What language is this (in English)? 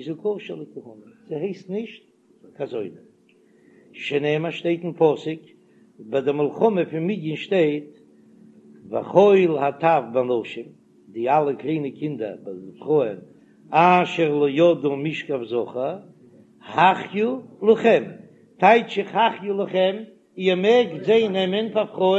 Yiddish